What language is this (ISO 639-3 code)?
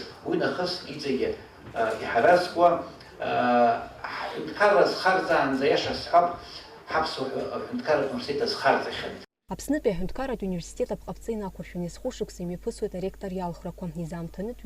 abk